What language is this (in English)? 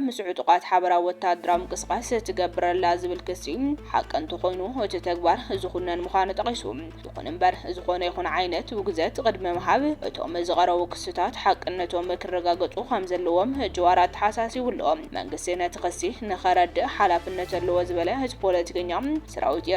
Tigrinya